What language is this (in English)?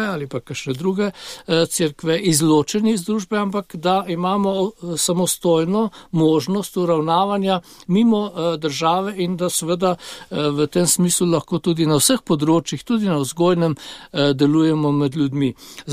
Slovenian